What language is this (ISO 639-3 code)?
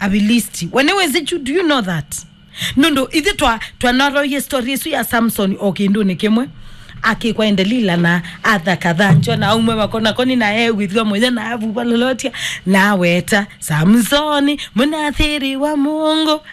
kam